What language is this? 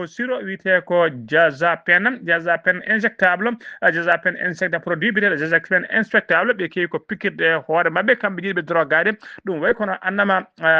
Fula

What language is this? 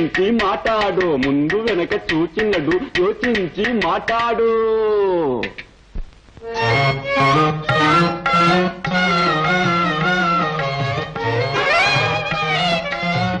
Telugu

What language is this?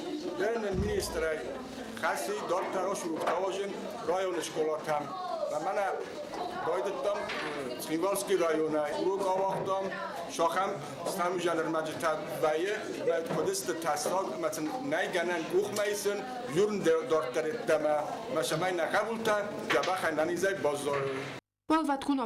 Ossetic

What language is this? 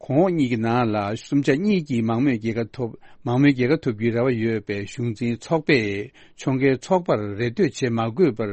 Tibetan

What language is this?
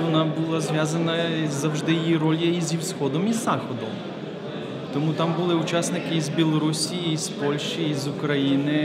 Ukrainian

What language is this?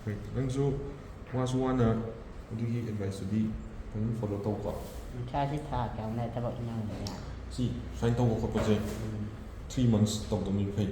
Manipuri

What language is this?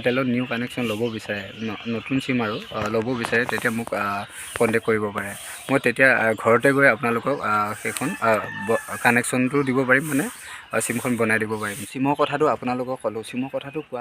Assamese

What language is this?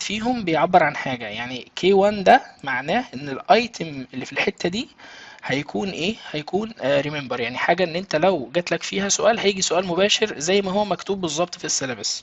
Egyptian Arabic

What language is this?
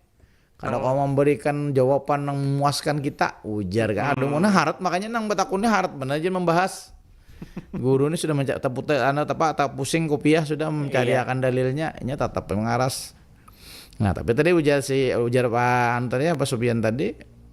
Banjar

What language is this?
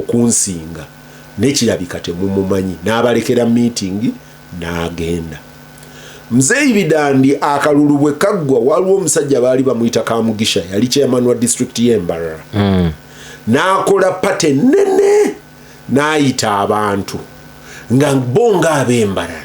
Ganda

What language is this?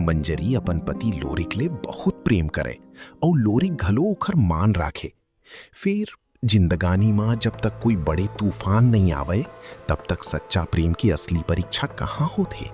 Chhattisgarhi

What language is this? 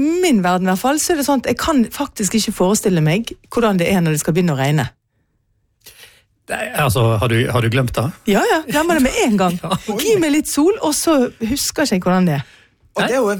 Norwegian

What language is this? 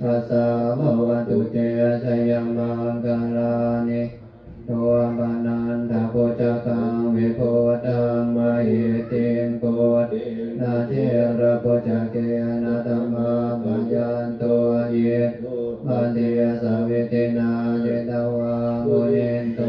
Pali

